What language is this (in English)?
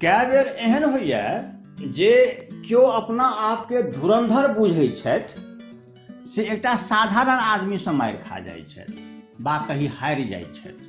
Maithili